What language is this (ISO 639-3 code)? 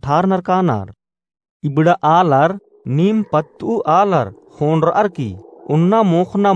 kru